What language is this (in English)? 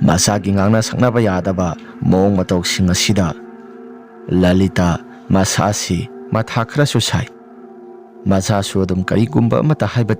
Manipuri